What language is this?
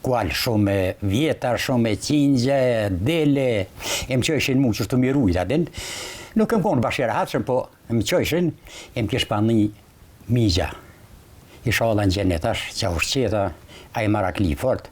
Albanian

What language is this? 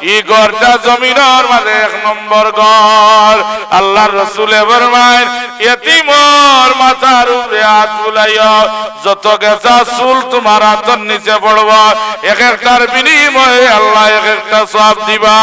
Sylheti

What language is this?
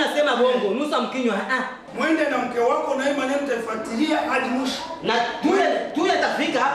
Swahili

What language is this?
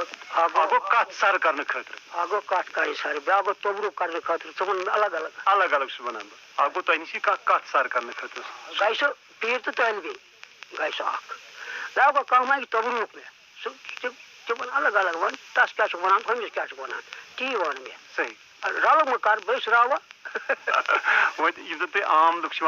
Kashmiri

